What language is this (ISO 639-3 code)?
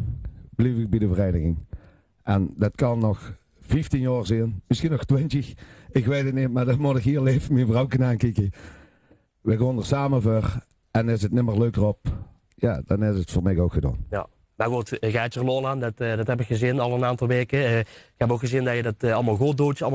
lim